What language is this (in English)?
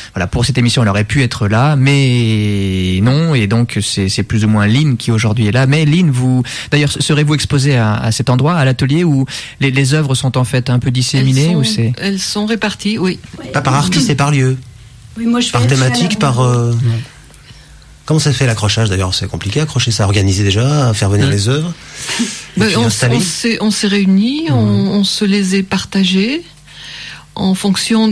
French